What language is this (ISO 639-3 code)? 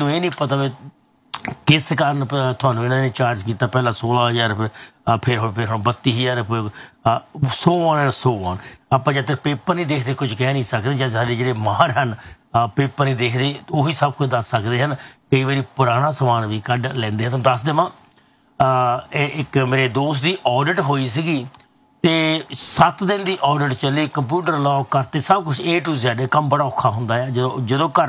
pan